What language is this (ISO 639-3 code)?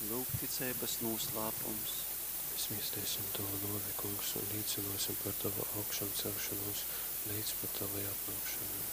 ltg